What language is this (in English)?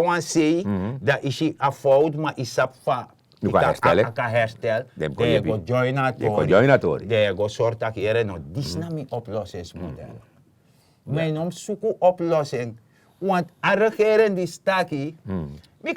Sranan Tongo